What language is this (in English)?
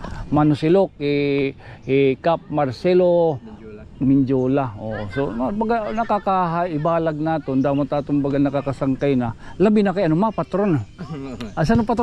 Waray